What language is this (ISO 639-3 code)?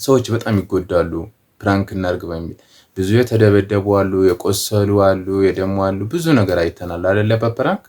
amh